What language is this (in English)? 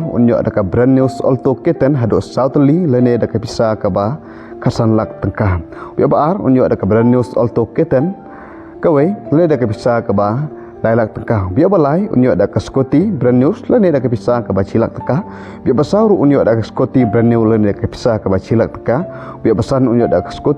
Khasi